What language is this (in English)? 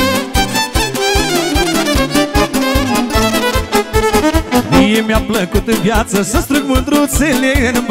Romanian